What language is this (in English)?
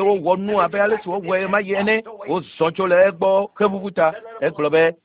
Ewe